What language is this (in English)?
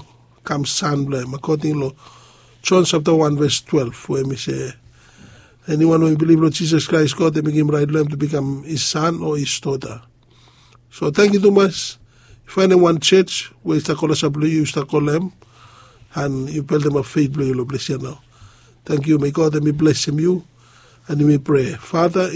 Bislama